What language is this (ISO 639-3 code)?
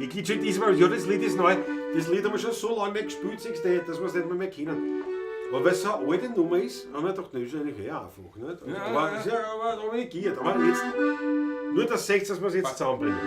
bar